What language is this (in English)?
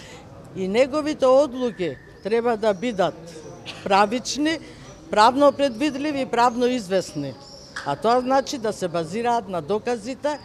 Macedonian